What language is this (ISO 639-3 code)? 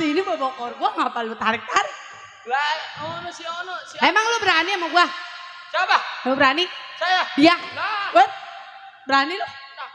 bew